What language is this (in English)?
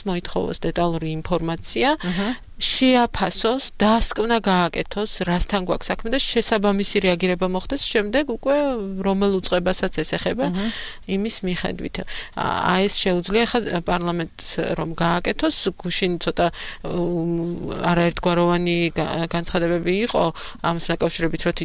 Georgian